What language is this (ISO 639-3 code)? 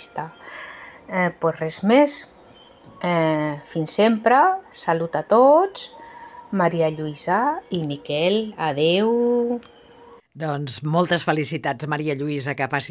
cat